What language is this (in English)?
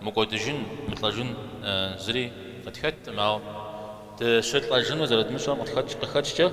Kabardian